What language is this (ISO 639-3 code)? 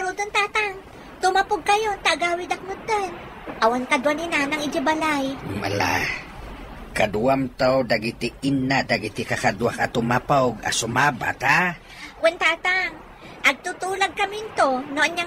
ilo